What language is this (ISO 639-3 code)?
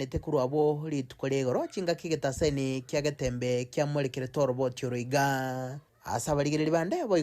guz